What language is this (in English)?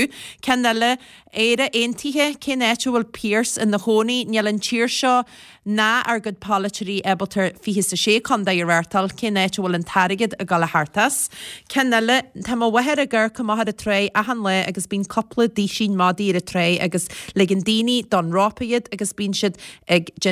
Irish